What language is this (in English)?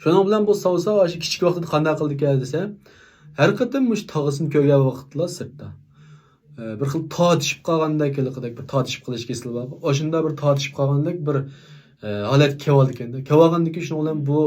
Uyghur